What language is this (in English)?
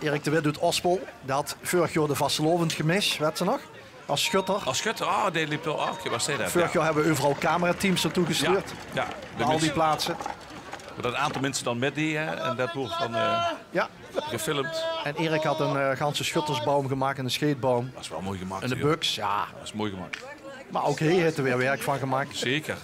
Limburgish